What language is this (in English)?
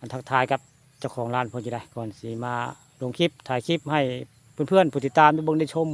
Northeastern Thai